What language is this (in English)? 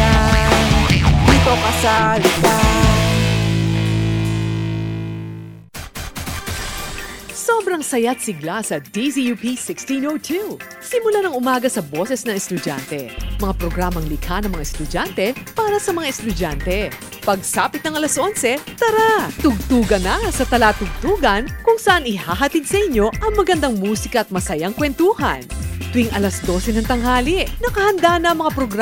Filipino